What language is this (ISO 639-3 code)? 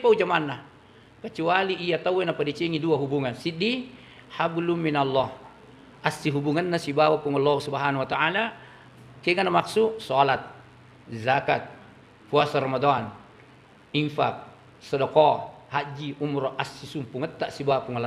bug